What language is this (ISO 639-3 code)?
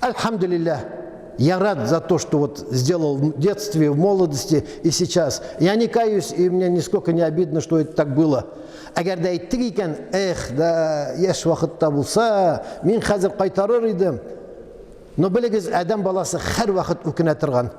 tat